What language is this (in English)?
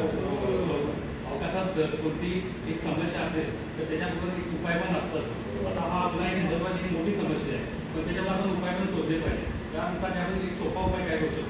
Marathi